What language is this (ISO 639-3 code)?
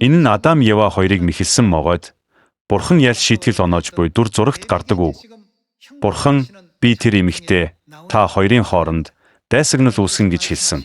mon